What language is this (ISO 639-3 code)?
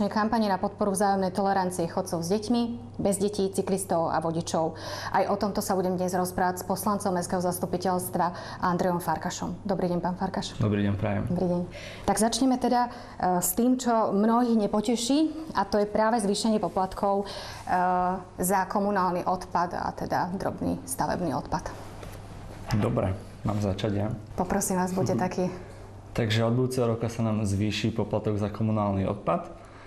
slk